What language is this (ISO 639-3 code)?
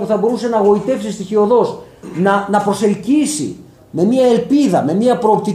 ell